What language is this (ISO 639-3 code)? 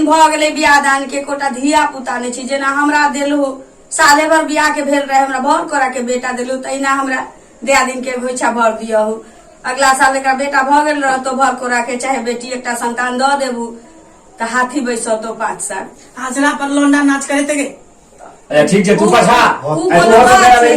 mai